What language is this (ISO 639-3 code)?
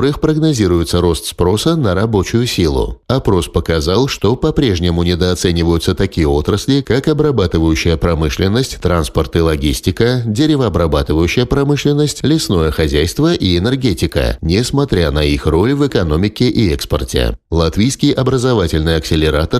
rus